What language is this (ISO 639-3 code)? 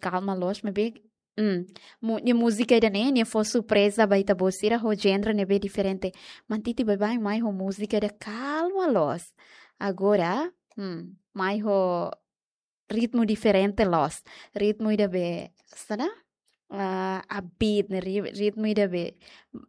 tet